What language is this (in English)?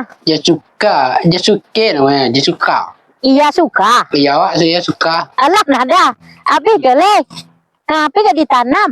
Minangkabau